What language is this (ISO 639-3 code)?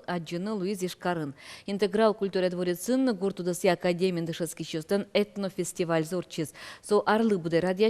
udm